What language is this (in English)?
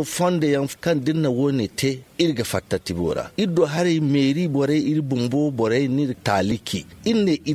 Zarma